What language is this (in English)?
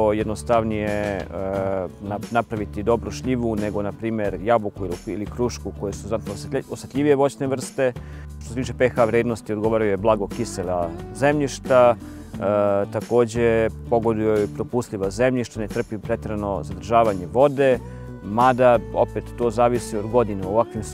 Serbian